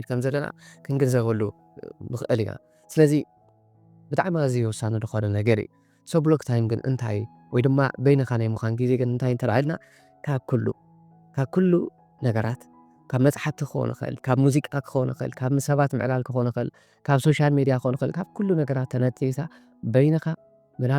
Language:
Tigrinya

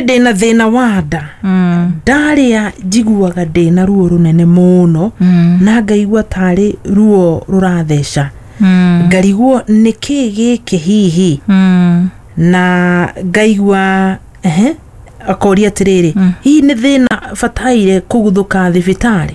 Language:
Kikuyu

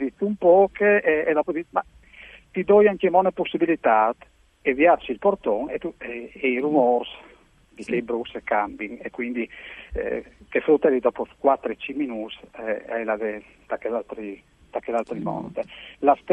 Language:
Friulian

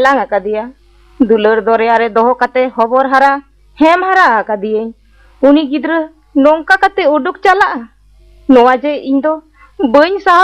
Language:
Santali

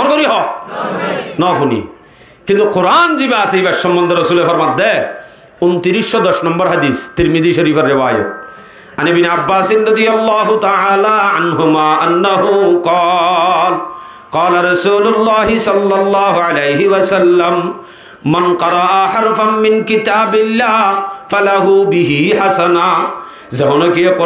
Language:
Rohingya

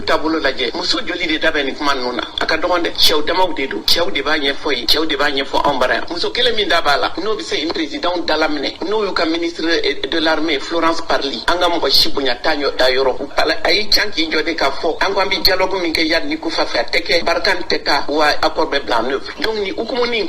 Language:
Bambara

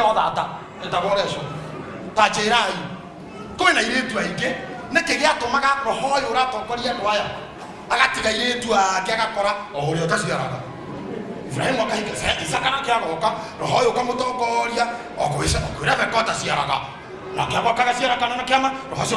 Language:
Kikuyu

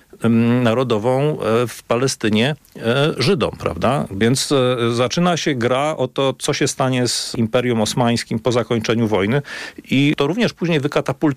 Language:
Polish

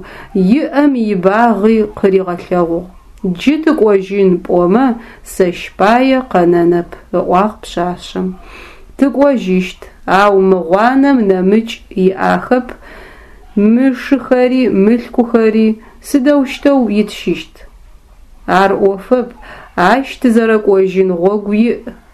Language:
Adyghe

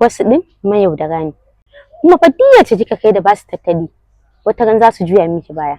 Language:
Hausa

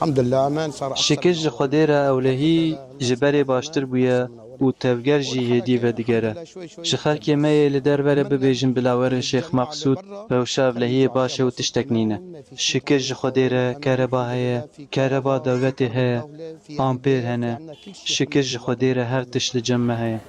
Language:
Kurdish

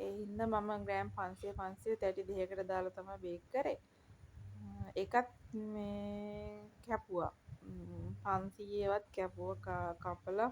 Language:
Sinhala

